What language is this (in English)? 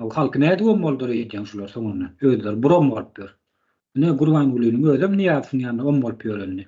Turkmen